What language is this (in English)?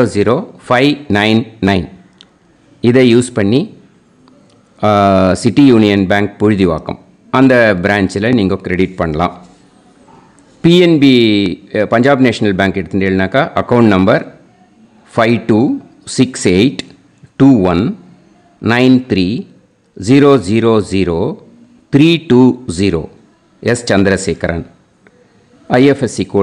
Tamil